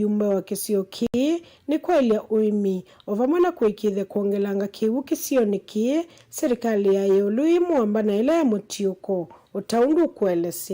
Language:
Kamba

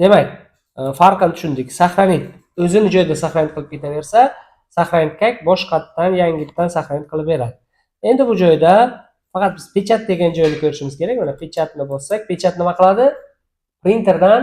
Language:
Uzbek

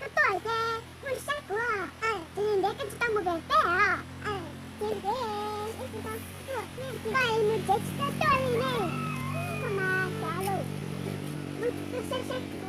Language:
Hmong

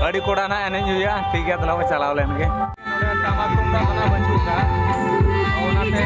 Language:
Santali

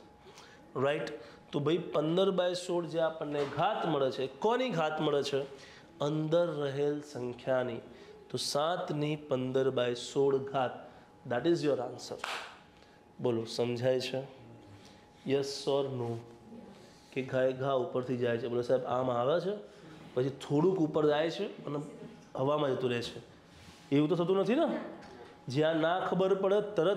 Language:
Gujarati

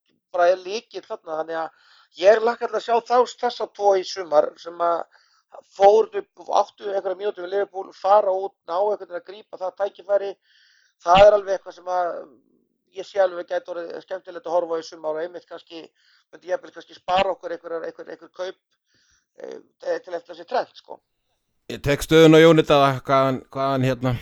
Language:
Icelandic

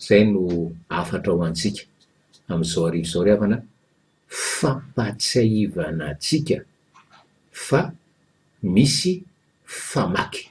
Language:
Malagasy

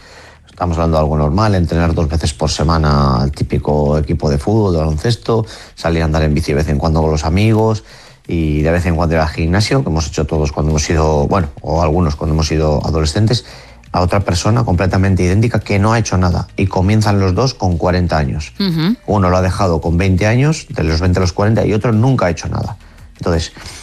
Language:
Spanish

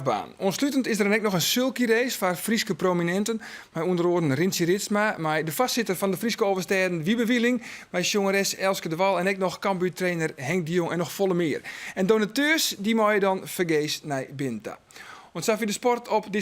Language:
Western Frisian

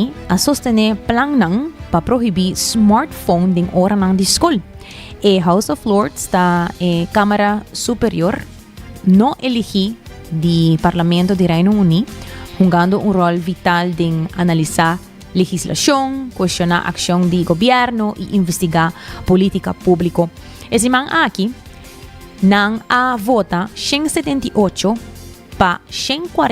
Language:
Papiamento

